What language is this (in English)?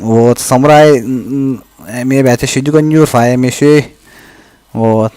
Yakut